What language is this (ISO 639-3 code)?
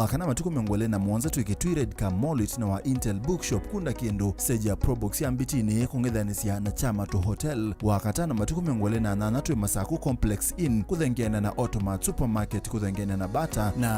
kam